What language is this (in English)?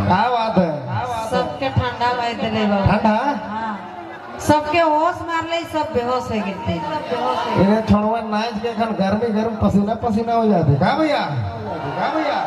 Sadri